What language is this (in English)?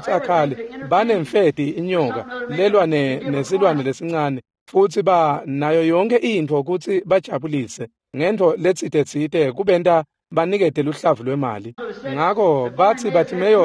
Swati